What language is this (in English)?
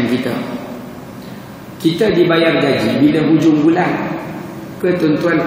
Malay